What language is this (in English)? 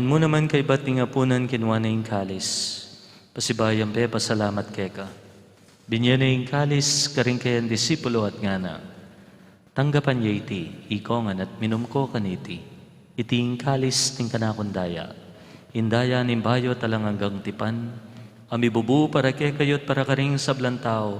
Pampanga